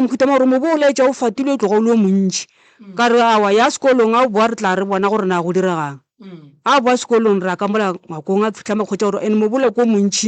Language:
Northern Sotho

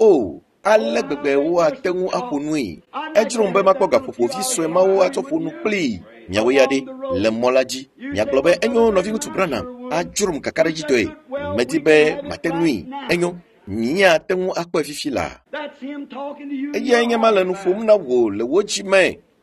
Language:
Ewe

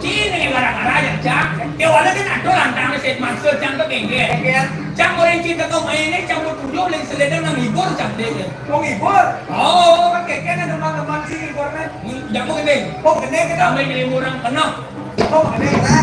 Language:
Balinese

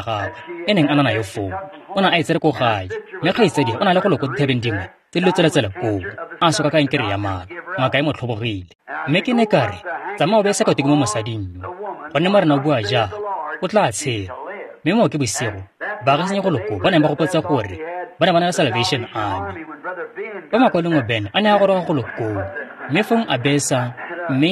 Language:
Tswana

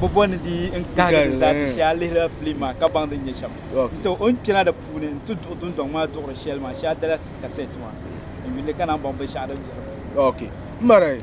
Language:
Dagbani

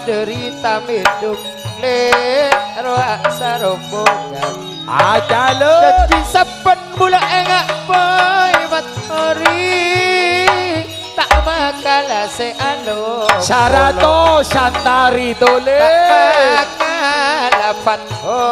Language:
Madurese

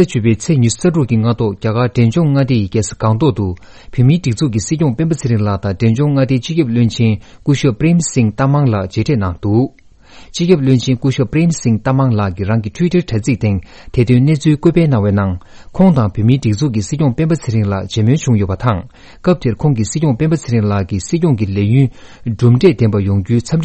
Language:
Tibetan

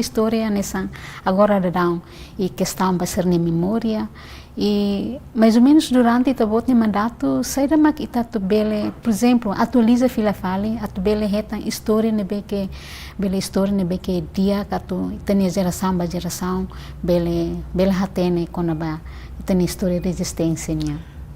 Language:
Tetum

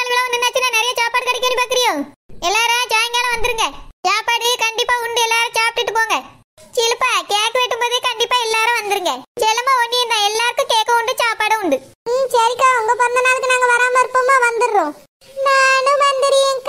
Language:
Tamil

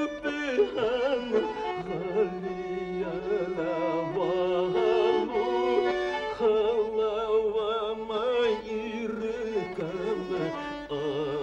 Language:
Bashkir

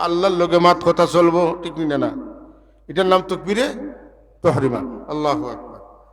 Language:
Sylheti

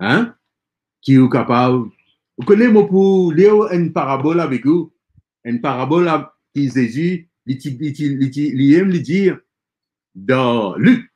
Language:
Morisyen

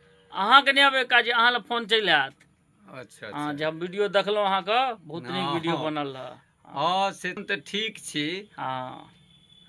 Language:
Maithili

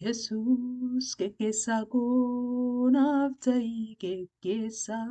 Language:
Oromo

